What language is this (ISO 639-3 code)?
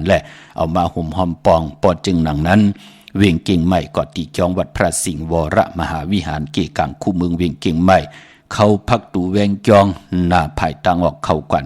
shn